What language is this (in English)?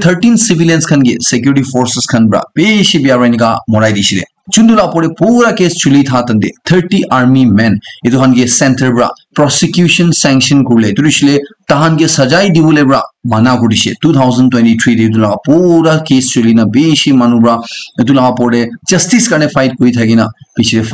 Naga Pidgin